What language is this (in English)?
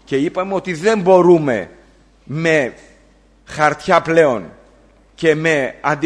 Greek